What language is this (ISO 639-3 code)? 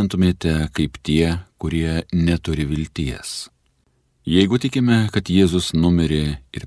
lit